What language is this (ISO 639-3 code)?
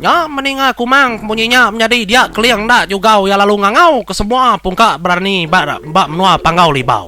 iba